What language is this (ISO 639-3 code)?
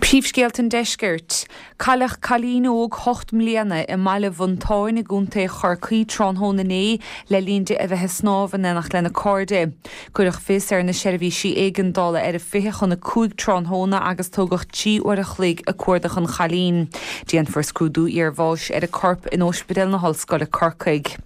gle